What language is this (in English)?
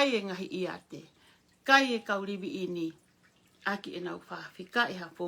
Tongan